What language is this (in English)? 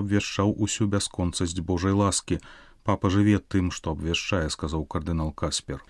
Belarusian